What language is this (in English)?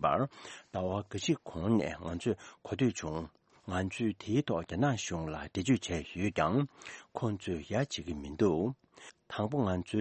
Tibetan